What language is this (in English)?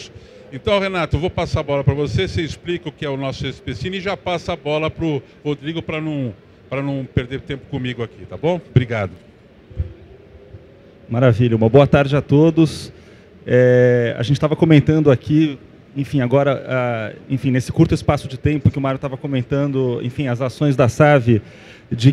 Portuguese